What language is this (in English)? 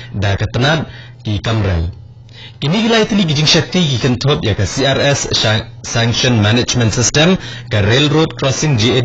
Khasi